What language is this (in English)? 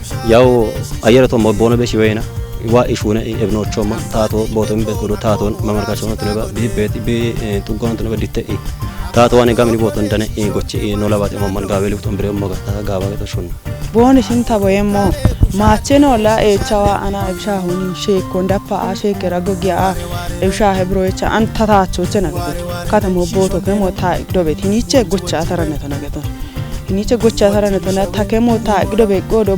Kafa